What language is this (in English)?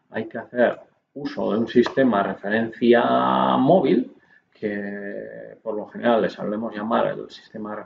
Spanish